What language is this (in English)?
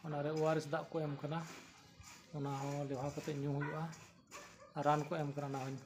Santali